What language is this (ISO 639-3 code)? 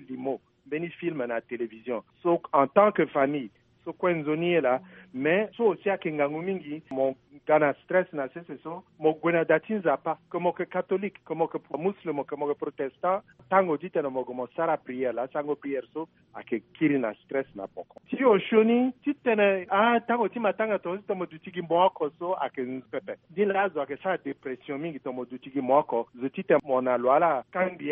sag